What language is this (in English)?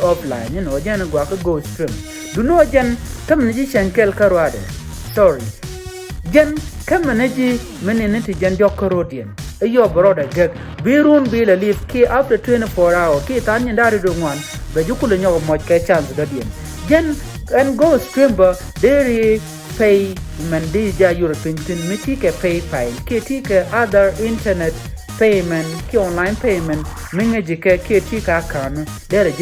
Nuer